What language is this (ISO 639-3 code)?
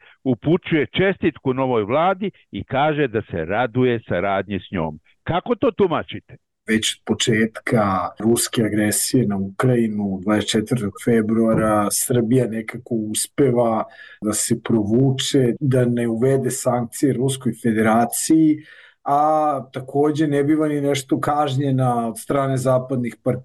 srp